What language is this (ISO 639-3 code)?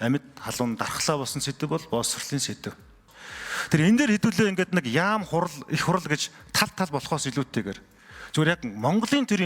mon